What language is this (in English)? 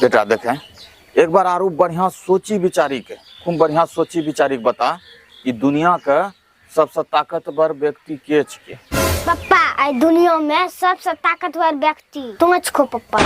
Angika